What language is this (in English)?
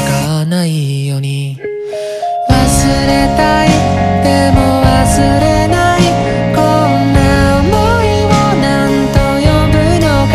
Japanese